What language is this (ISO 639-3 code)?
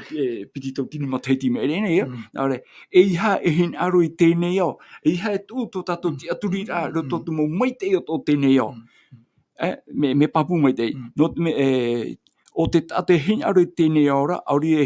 tah